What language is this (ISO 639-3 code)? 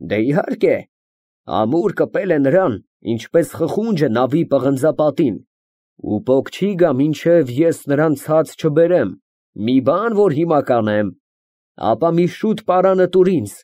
hye